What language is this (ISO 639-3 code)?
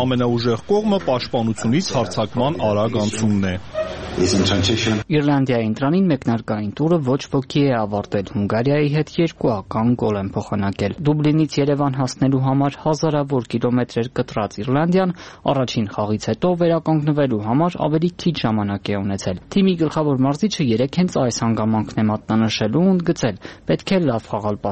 hye